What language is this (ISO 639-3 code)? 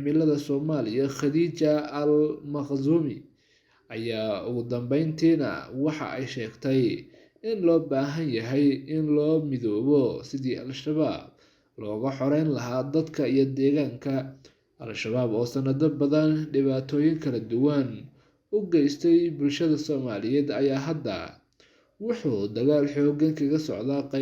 som